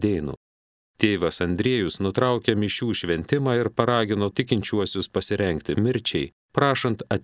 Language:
Lithuanian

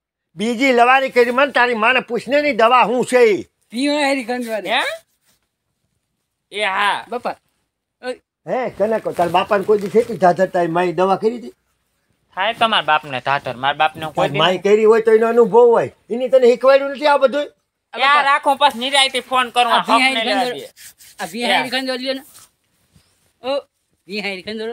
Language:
Gujarati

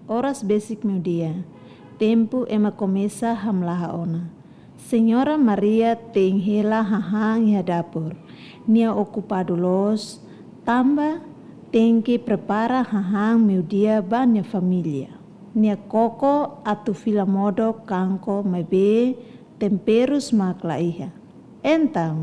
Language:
Tetum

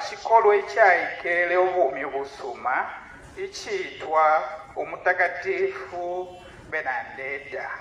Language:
Bemba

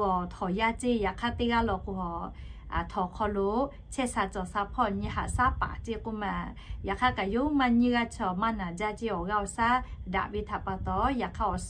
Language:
Lahu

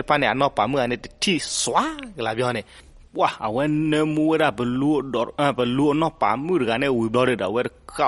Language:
S'gaw Karen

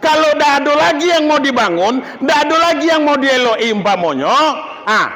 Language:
Minangkabau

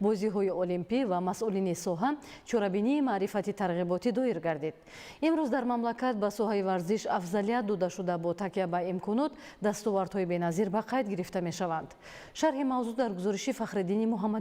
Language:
Tajik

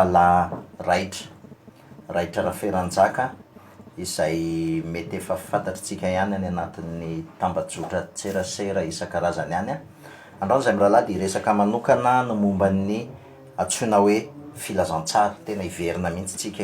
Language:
Malagasy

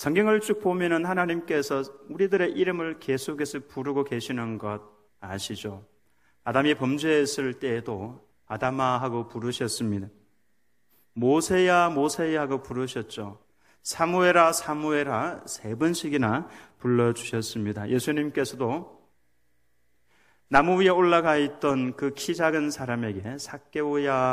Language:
Korean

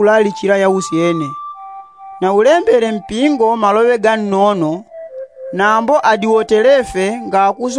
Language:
Yao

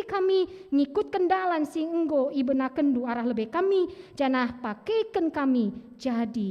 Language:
Batak Karo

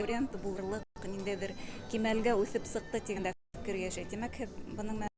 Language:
Bashkir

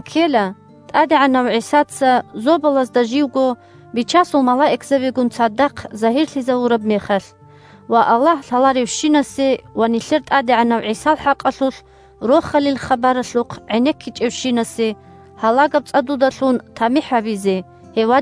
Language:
Avaric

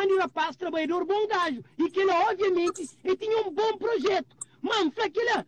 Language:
Kabuverdianu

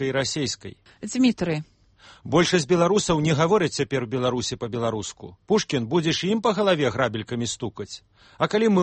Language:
Belarusian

